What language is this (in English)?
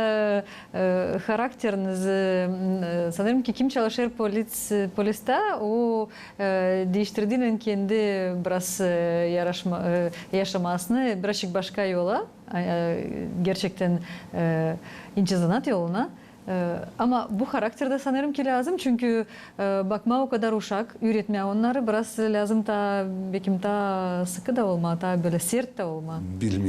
Gagauz